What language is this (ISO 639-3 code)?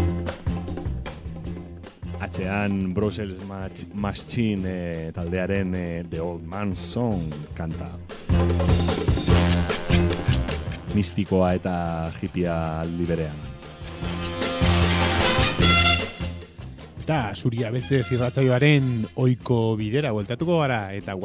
eus